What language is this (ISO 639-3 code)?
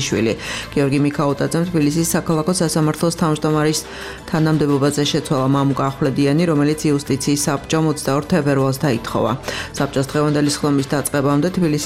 kat